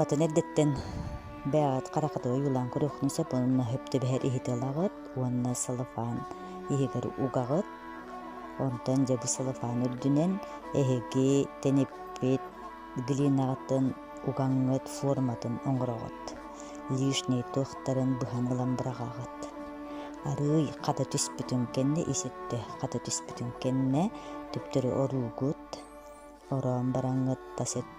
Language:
Yakut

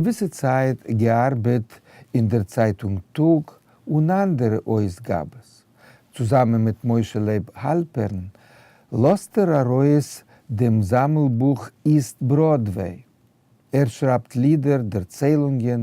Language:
Yiddish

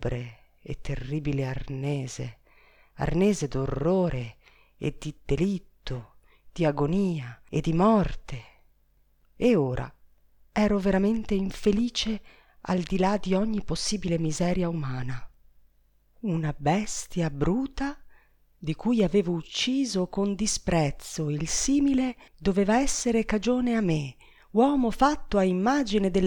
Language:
Italian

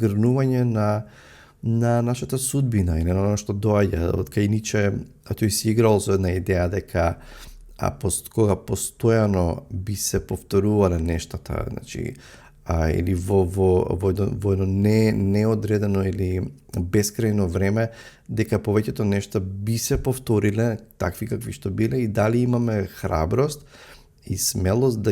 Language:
Macedonian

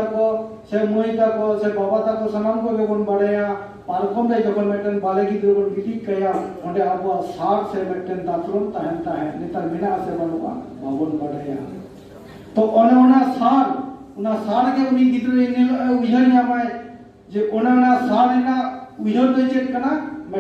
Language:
Santali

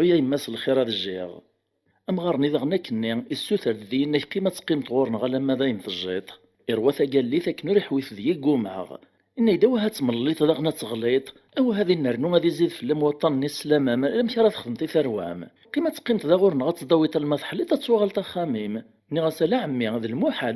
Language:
Kabyle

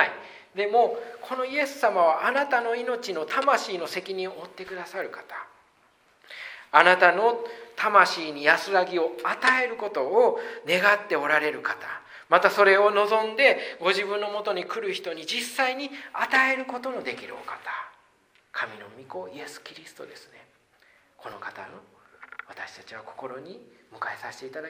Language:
Japanese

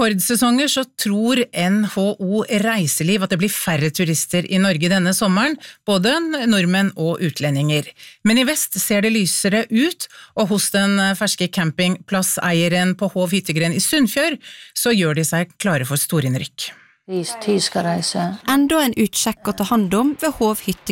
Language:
Norwegian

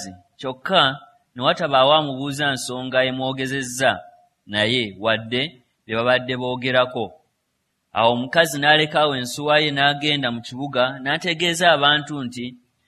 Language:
Ganda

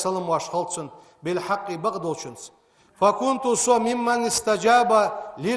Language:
Ingush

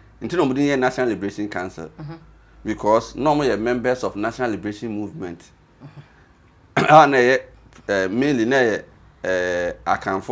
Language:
Akan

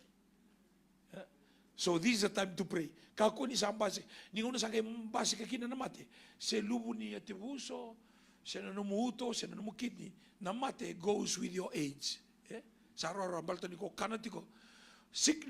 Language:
Fijian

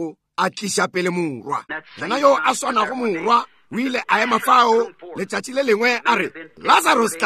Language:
Northern Sotho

